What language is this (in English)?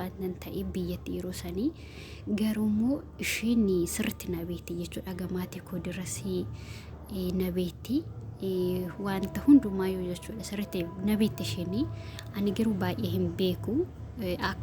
Oromo